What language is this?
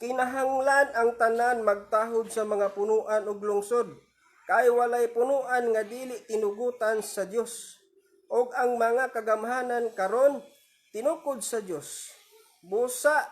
Cebuano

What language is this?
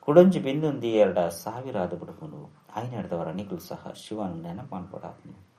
Tulu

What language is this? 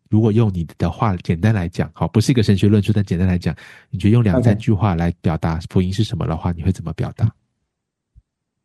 Chinese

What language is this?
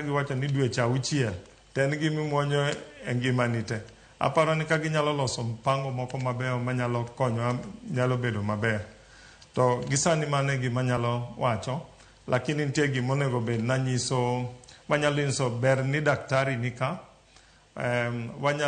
Luo (Kenya and Tanzania)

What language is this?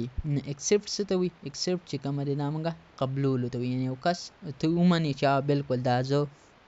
Pashto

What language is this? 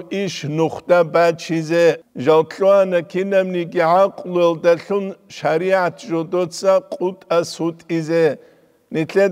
Avaric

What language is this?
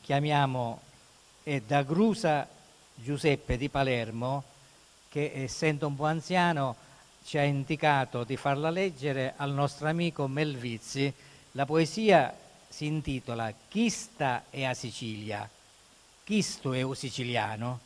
Sicilian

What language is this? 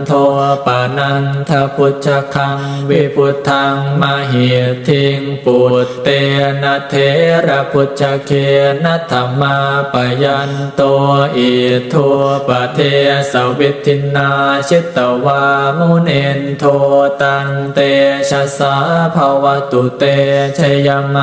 Pali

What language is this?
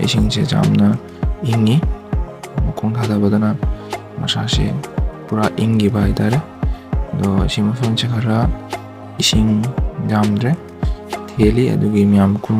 Manipuri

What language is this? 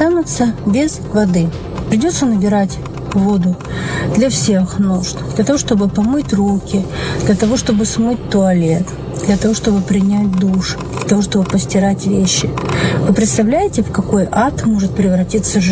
Russian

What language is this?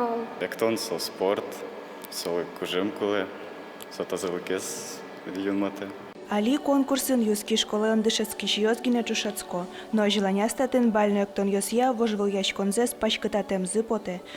Udmurt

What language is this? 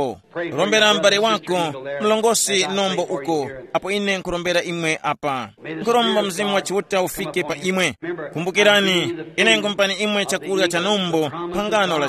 Tumbuka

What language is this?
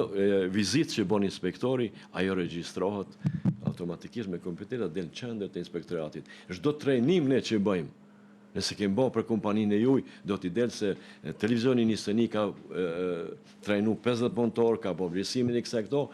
Albanian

